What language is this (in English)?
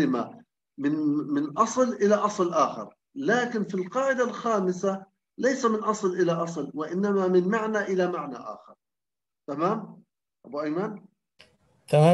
Arabic